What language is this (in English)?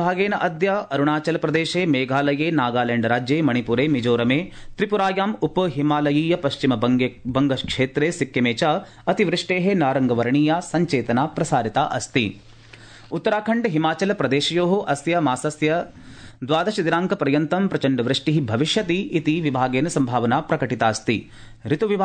Sanskrit